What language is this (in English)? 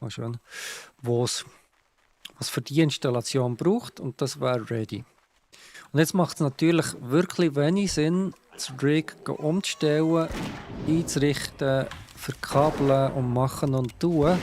Swiss German